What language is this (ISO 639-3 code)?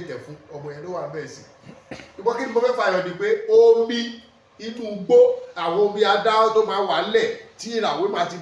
yor